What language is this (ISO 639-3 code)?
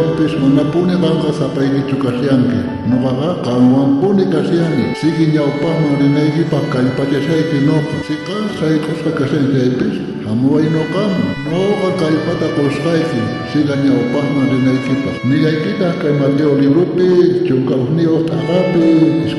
quh